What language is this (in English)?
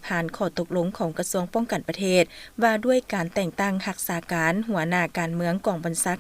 Lao